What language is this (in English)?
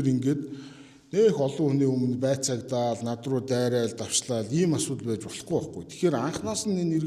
Mongolian